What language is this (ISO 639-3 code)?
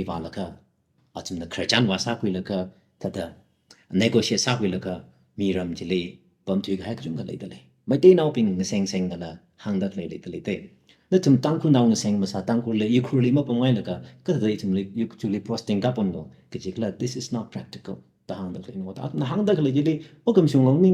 nmf